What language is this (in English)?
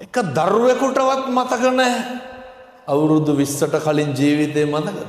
Sinhala